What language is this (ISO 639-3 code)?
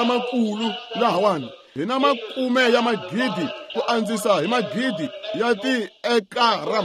tso